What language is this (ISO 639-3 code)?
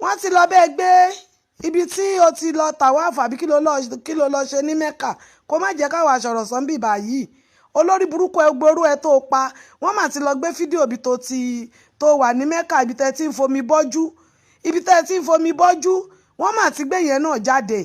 yor